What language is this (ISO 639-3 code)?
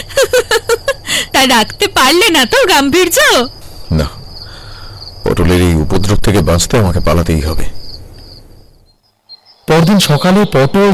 ben